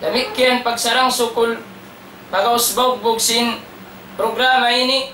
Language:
Tausug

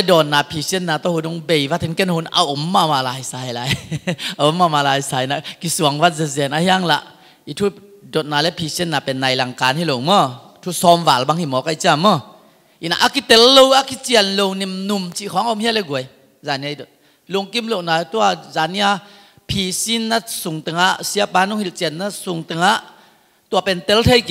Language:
Tedim Chin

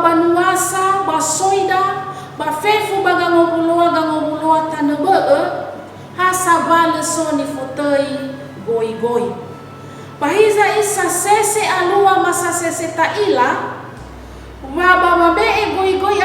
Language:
Nias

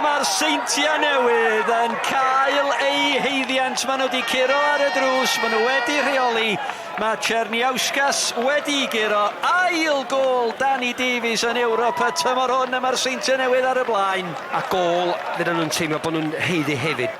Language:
Welsh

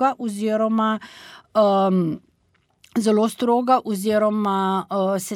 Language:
Slovenian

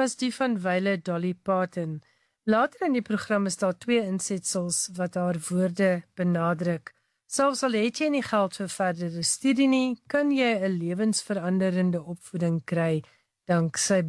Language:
Afrikaans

